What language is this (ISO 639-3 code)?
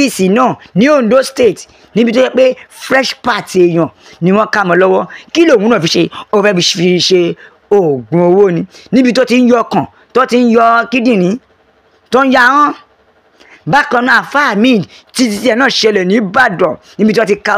yor